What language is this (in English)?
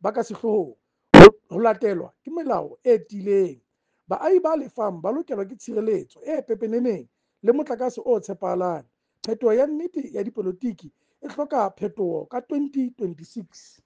Southern Sotho